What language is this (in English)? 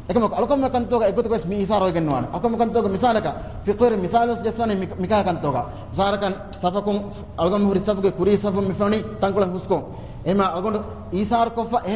Divehi